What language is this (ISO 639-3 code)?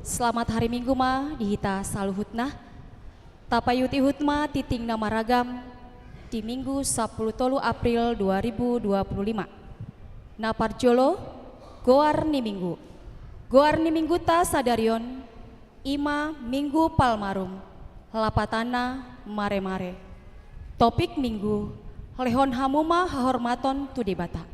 bbc